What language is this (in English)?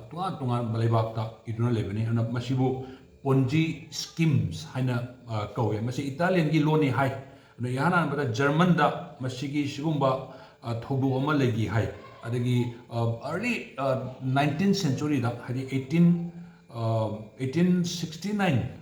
Manipuri